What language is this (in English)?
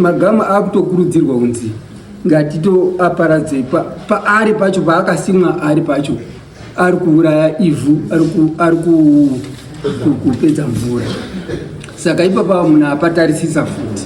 Shona